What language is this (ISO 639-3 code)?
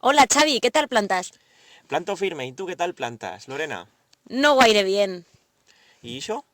arg